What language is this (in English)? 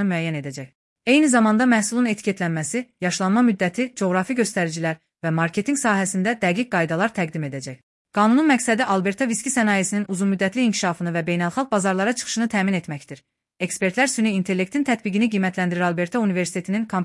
Azerbaijani